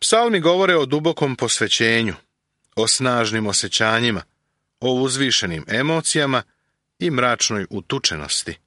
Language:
Serbian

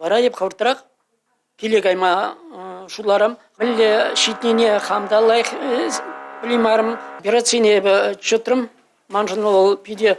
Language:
Chuvash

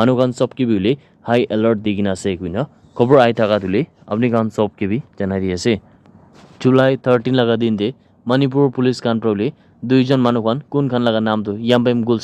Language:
Naga Pidgin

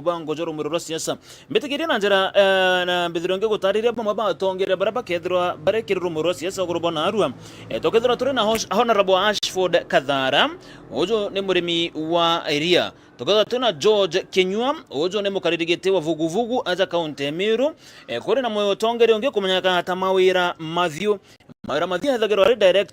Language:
Meru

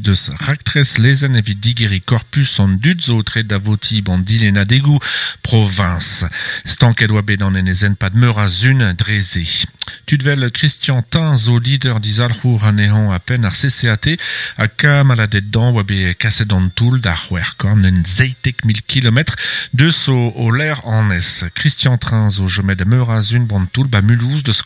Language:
Breton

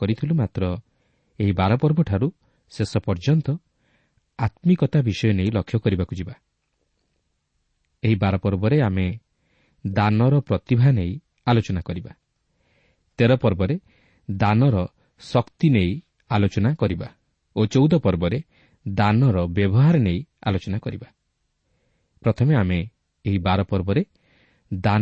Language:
Odia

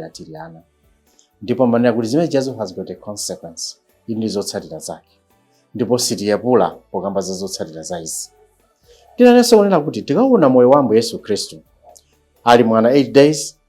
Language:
Nyanja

